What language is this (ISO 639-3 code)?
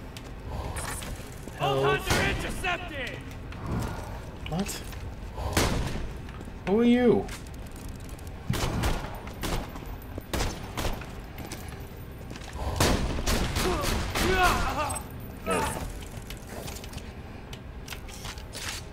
eng